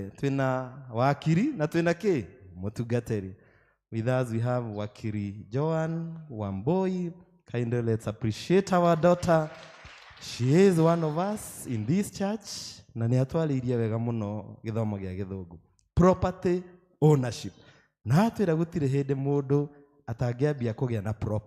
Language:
Kikuyu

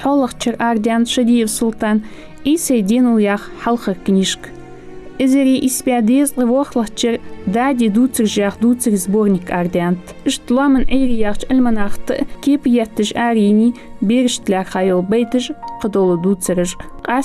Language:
Ingush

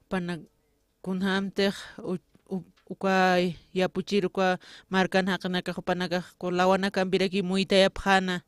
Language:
Aymara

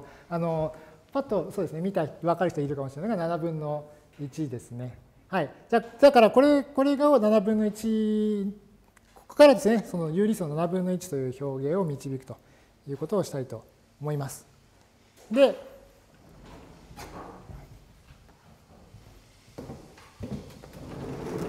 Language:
Japanese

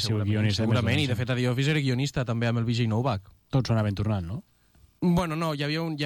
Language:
Catalan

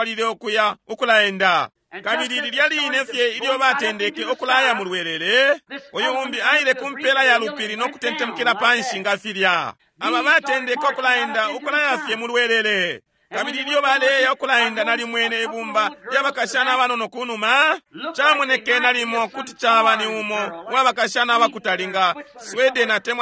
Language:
Bemba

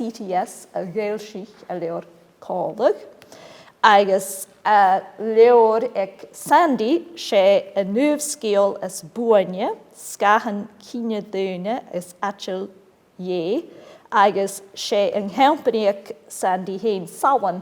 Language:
Scottish Gaelic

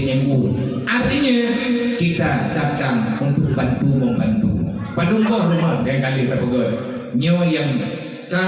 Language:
Achinese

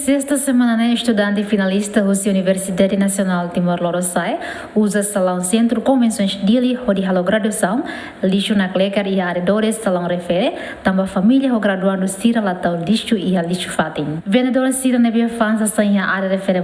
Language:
Tetum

